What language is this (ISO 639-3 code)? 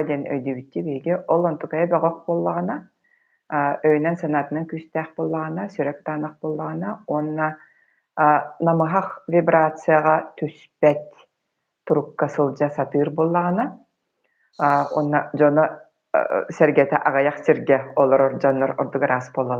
sah